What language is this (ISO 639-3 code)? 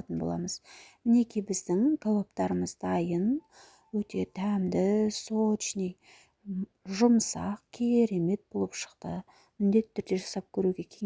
kaz